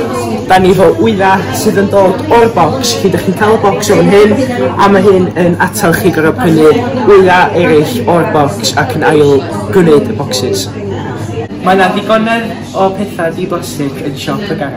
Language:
Welsh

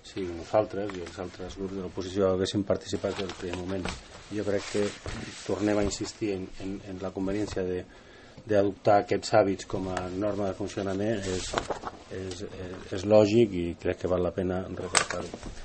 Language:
Catalan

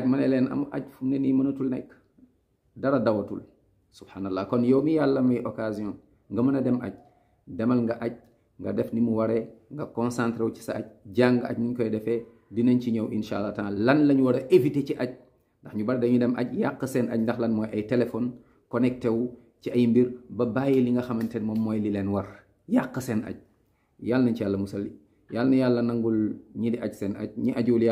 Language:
Wolof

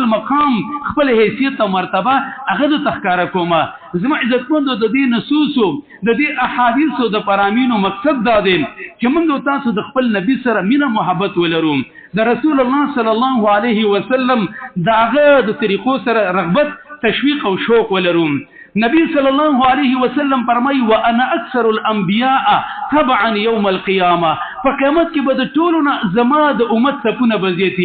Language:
Pashto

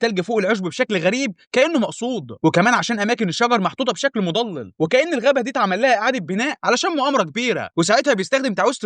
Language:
Egyptian Arabic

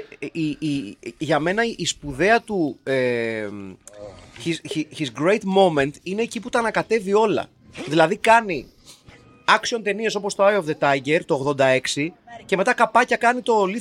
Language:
Greek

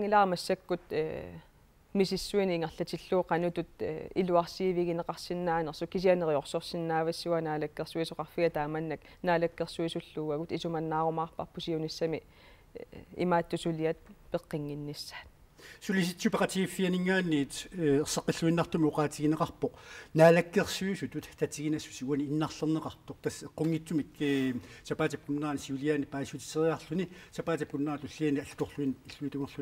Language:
Kalaallisut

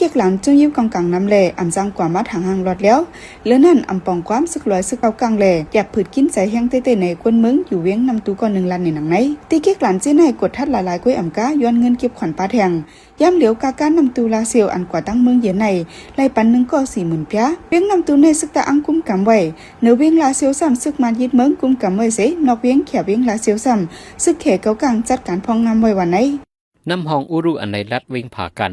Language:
Shan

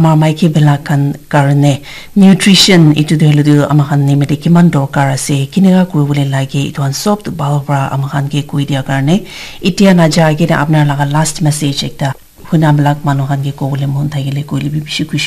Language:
Naga Pidgin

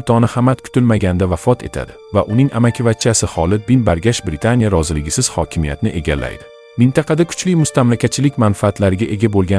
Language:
Uzbek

